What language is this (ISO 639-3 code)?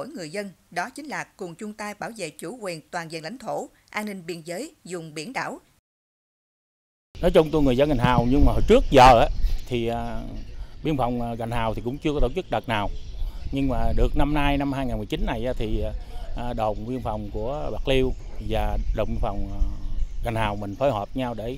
vie